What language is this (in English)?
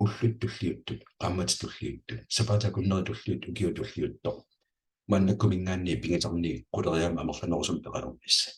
Kalaallisut